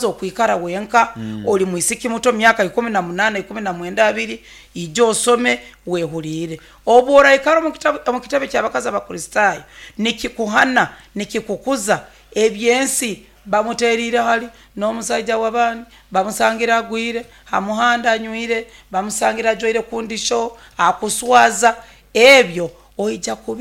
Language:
Nyoro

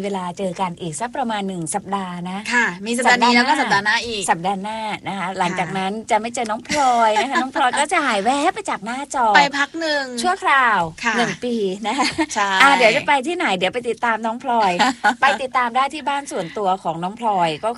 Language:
Thai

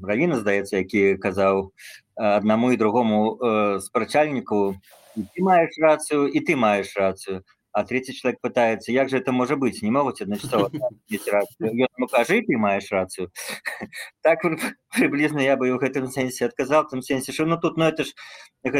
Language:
Belarusian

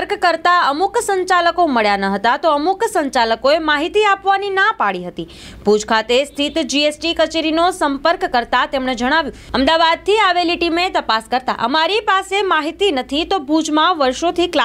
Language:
Gujarati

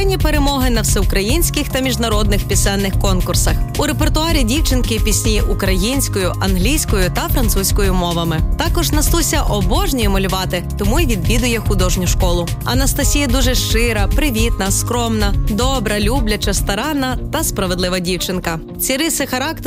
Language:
Ukrainian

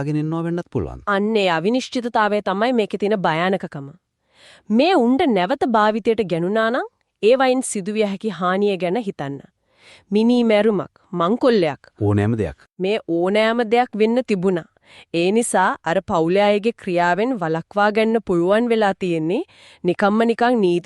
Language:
Sinhala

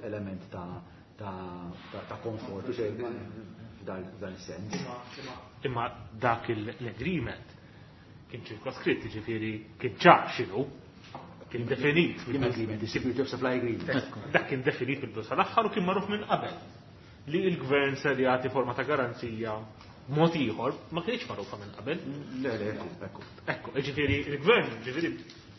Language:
Maltese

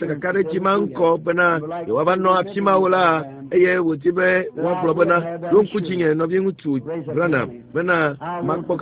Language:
Ewe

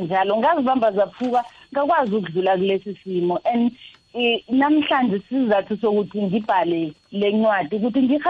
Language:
South Ndebele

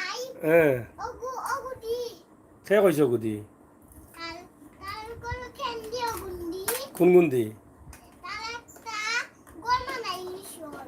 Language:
Sylheti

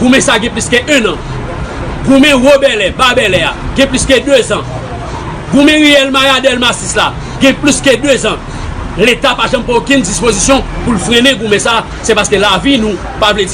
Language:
Haitian Creole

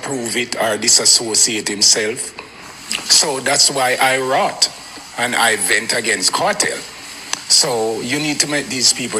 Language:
Jamaican Creole English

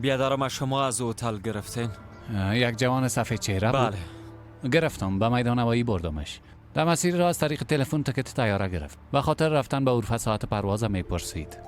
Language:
Persian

